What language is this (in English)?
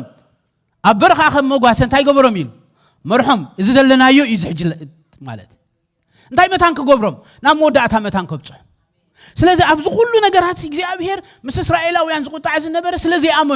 Tigrinya